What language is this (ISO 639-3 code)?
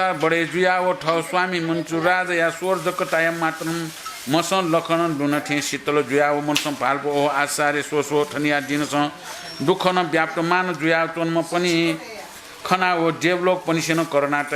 new